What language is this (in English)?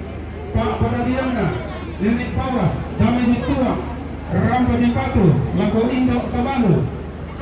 Toraja-Sa'dan